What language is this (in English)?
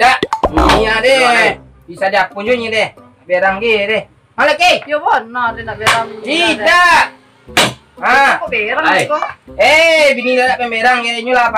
Minangkabau